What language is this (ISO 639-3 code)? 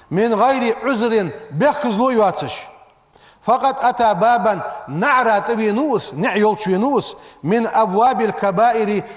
inh